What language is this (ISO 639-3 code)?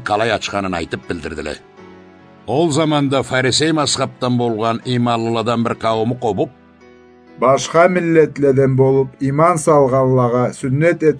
krc